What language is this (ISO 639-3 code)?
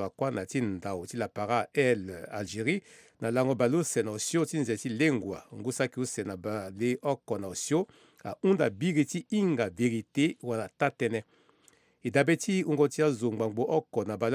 sag